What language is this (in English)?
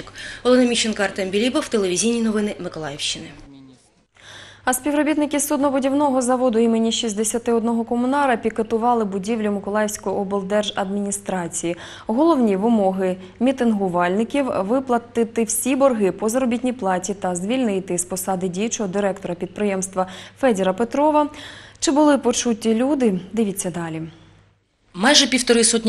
Ukrainian